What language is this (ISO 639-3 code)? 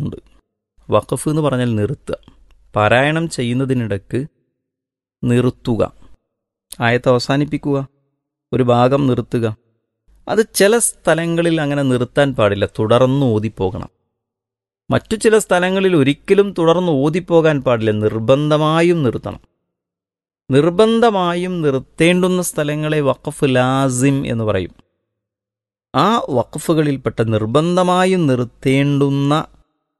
mal